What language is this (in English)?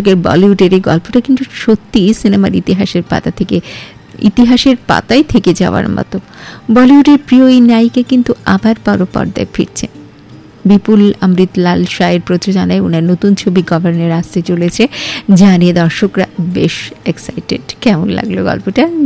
Bangla